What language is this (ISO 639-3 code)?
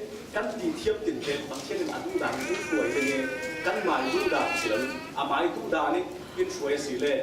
cfm